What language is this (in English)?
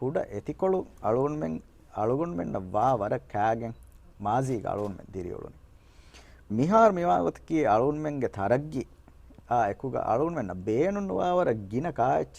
Divehi